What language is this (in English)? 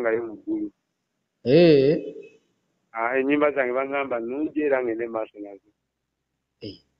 Ganda